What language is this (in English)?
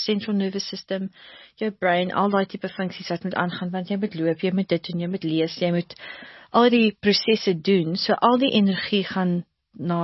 Afrikaans